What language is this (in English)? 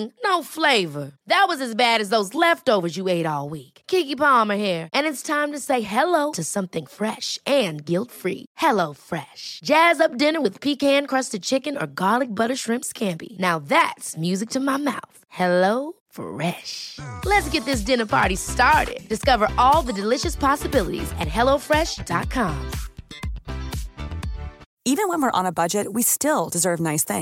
English